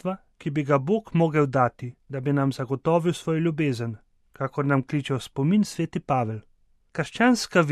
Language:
Slovenian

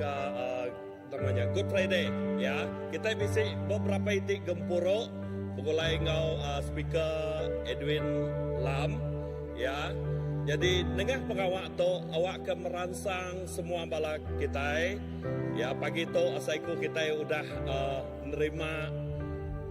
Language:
Iban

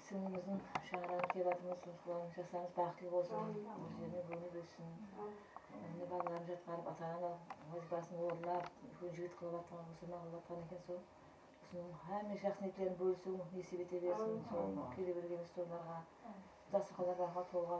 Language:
Kara-Kalpak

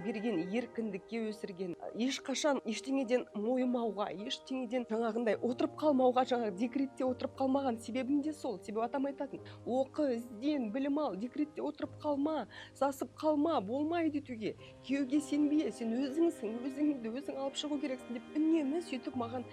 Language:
Kazakh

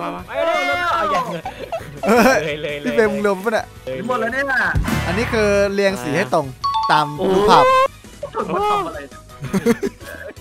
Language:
Thai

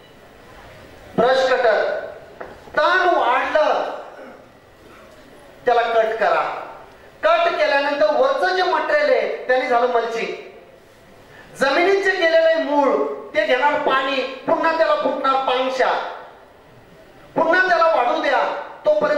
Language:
Marathi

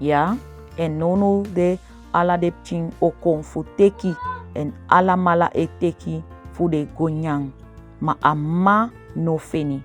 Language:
Saramaccan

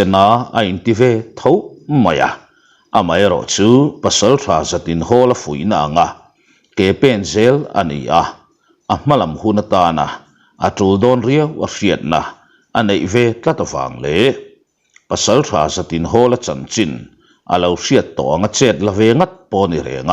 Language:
Mizo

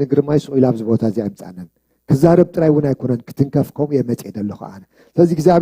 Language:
Tigrinya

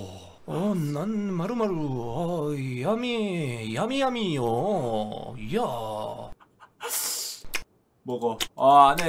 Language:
Korean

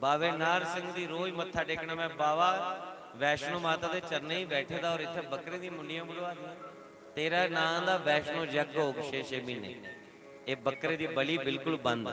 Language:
Dogri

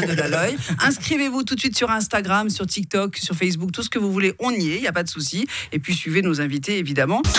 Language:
French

